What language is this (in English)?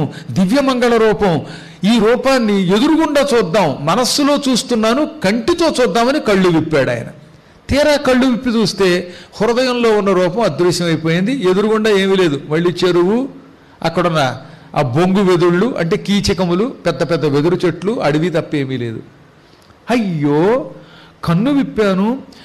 Telugu